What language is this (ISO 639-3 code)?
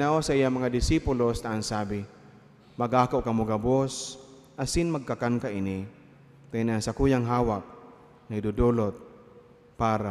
bik